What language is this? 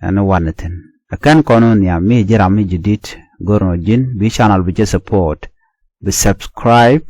Nuer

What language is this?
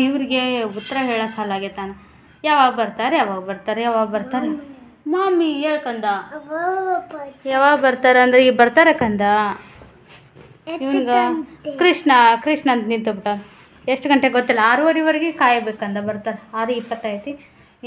Kannada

